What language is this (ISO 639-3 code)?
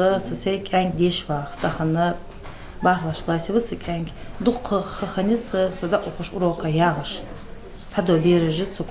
inh